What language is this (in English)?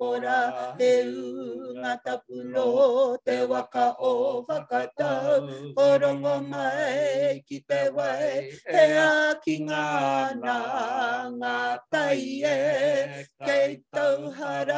Māori